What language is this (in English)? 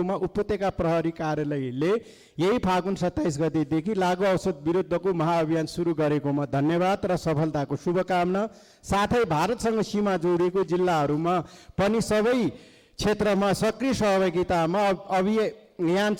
Nepali